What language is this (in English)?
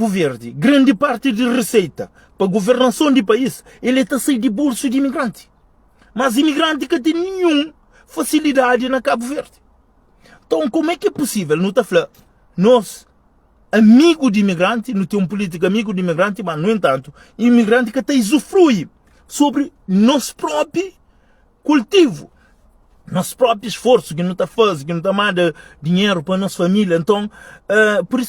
Kabuverdianu